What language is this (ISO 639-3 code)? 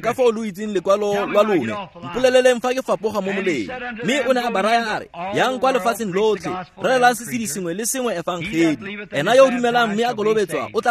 tsn